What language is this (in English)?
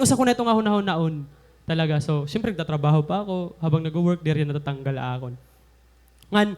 Waray